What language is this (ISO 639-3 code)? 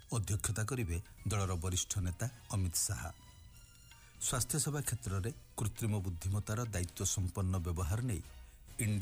ori